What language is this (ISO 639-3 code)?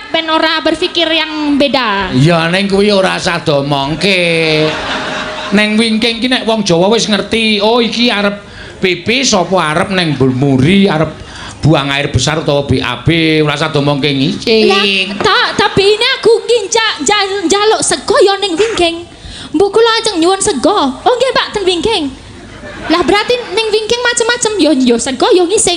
jav